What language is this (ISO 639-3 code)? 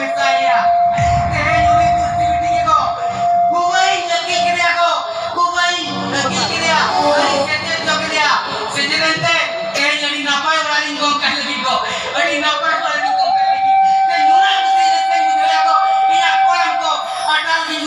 sat